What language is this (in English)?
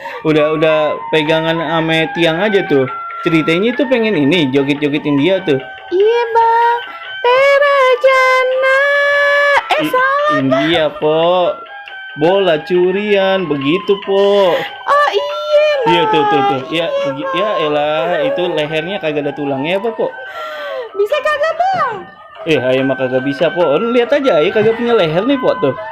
Betawi